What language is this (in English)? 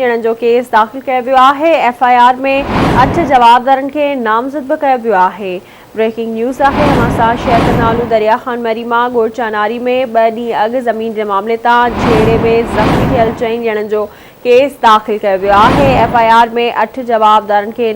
Sindhi